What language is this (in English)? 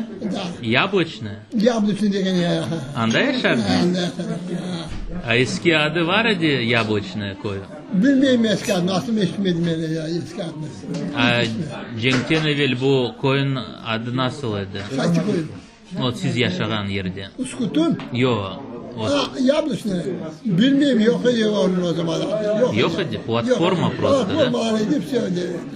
Crimean Tatar